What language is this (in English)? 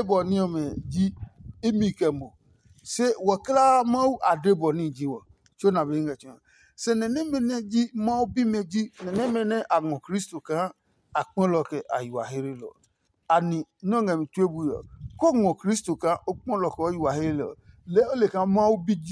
Adangme